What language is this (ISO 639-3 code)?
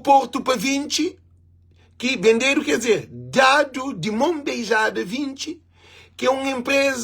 kea